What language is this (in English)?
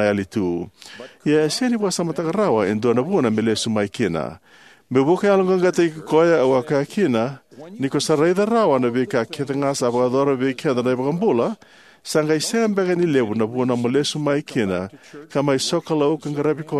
Fijian